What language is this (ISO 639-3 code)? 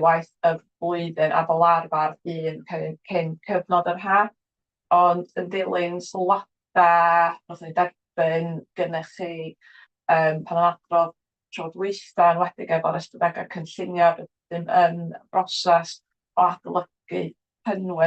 cym